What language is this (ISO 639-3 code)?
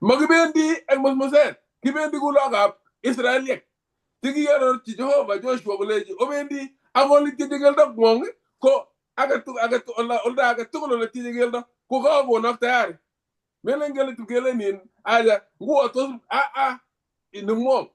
kln